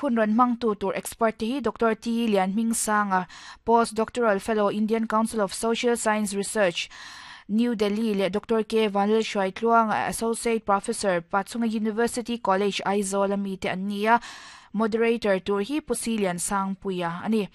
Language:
Mizo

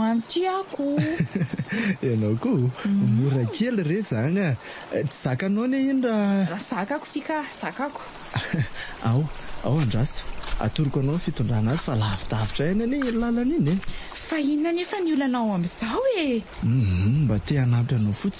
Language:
Malagasy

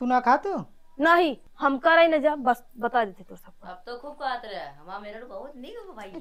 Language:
Awadhi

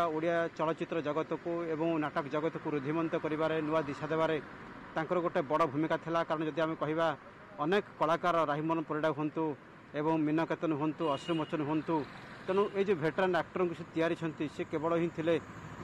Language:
Odia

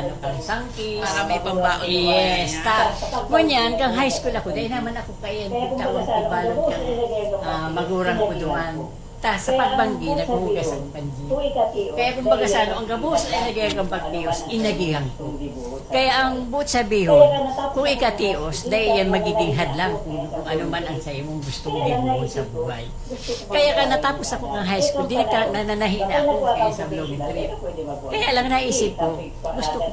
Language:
Bikol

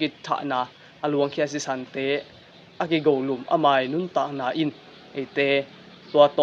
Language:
Tedim Chin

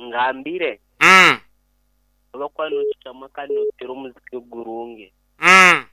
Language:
Nyankole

